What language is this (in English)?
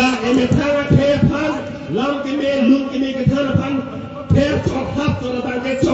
Karbi